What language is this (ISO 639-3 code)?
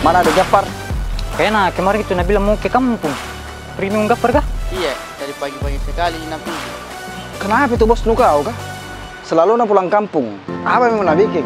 mfp